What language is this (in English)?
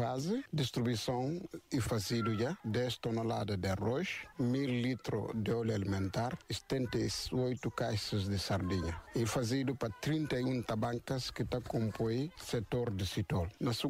Portuguese